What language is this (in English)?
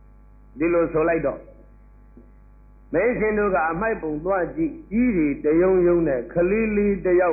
Burmese